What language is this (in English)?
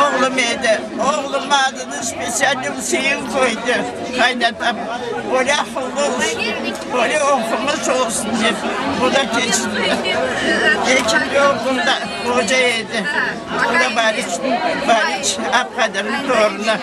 Crimean Tatar